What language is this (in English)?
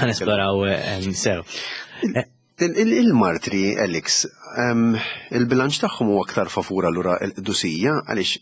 Maltese